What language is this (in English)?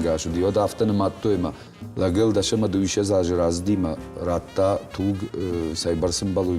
Ossetic